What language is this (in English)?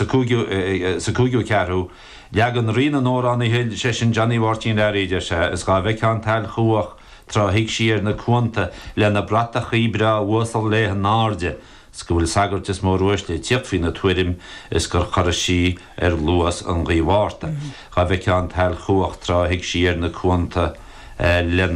Irish